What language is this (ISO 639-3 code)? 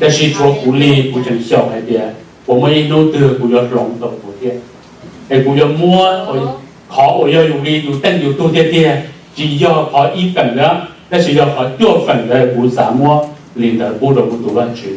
hmn